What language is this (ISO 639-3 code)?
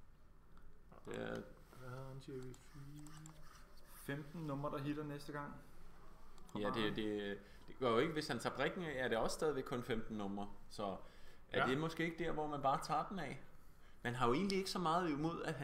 dan